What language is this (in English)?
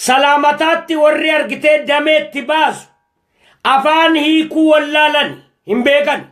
Oromo